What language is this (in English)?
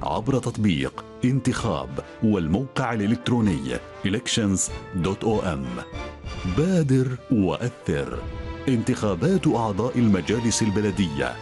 Arabic